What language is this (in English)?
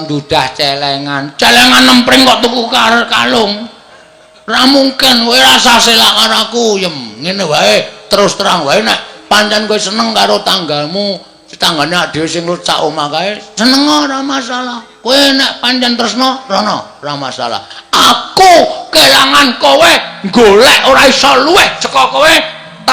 Javanese